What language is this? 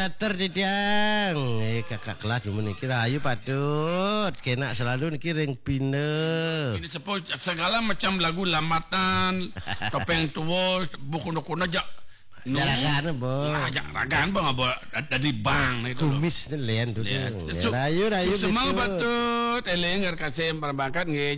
Balinese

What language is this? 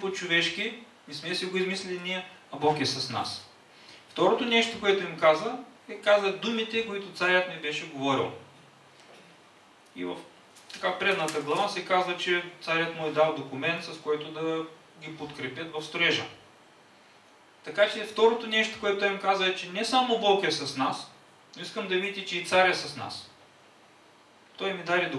Bulgarian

